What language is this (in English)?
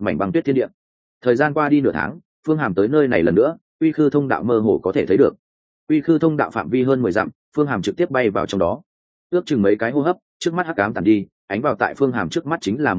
Vietnamese